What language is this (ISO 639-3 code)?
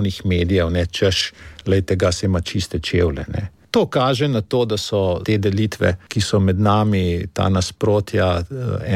slv